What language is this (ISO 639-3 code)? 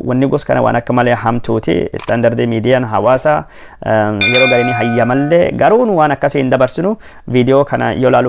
orm